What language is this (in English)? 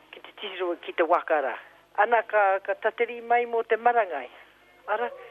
Māori